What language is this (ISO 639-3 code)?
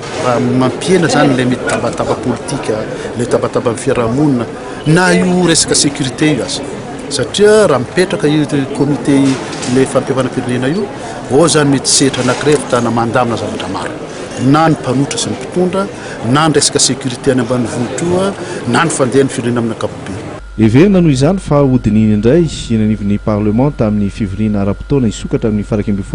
mlg